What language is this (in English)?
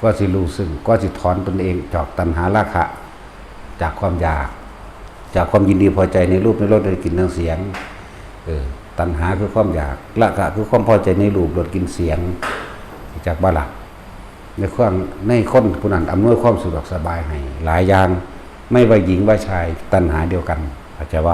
Northeastern Thai